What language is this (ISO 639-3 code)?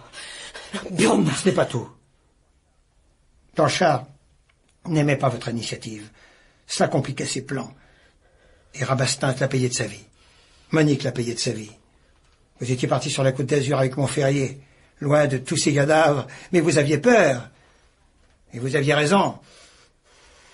fra